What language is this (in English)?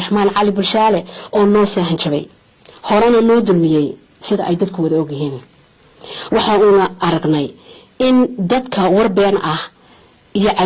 Somali